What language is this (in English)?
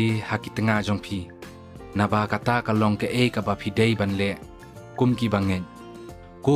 Khasi